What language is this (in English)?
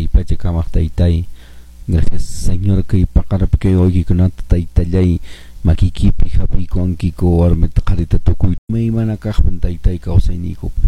Quechua